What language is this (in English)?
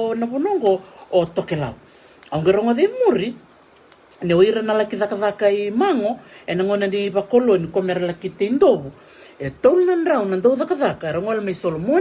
Fijian